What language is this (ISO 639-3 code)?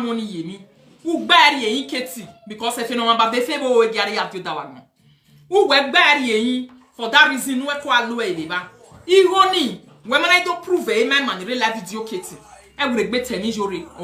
pcm